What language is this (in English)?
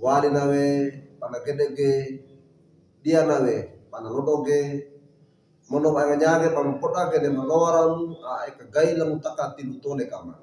Wejewa